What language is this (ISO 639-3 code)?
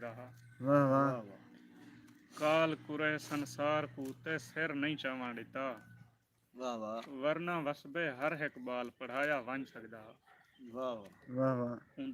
skr